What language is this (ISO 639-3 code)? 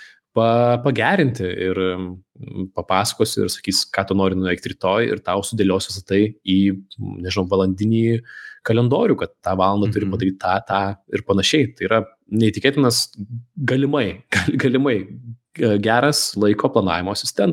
lit